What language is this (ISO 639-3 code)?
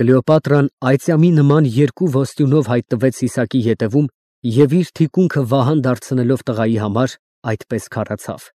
hye